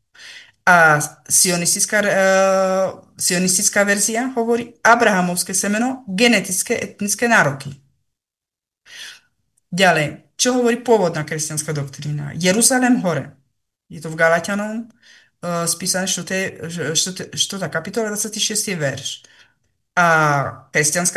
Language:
Slovak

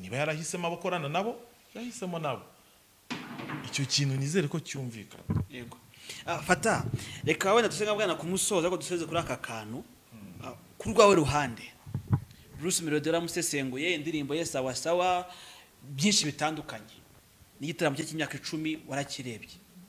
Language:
Kinyarwanda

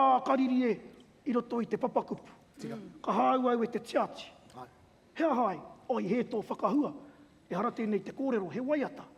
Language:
Māori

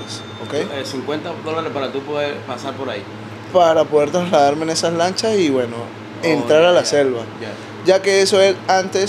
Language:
Spanish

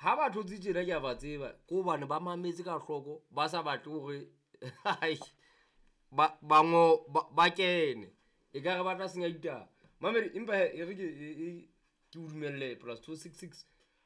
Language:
Southern Sotho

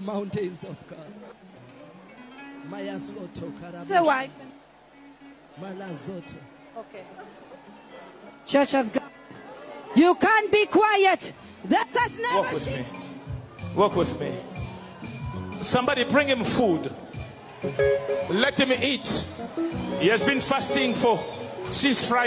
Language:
English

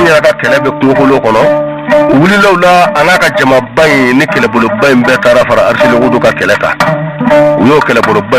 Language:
Bambara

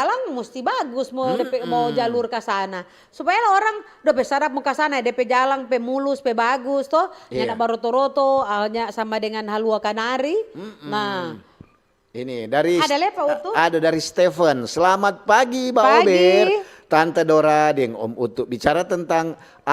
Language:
Manado Malay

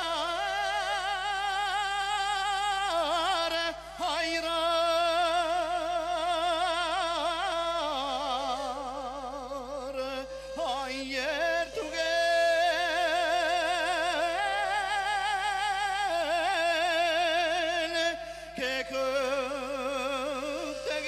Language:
Bashkir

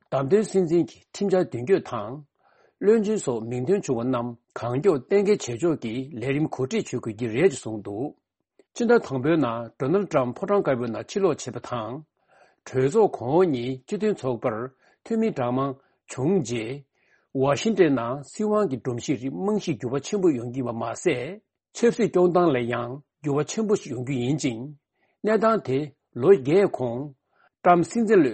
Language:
Tibetan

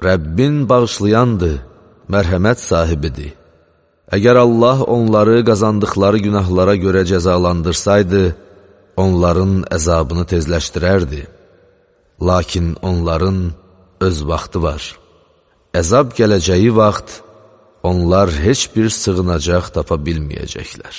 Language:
Azerbaijani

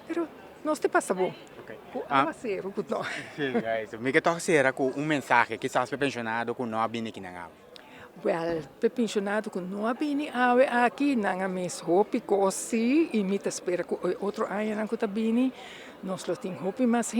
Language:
Papiamento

